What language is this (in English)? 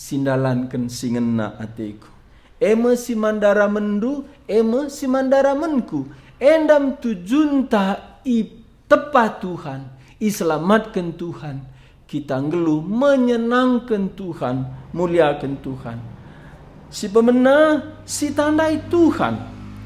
Batak Karo